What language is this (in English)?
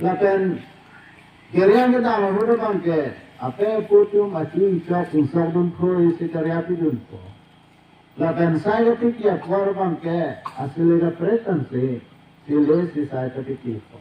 Karbi